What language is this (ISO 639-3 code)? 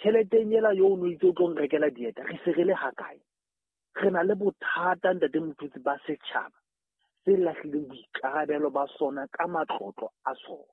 sot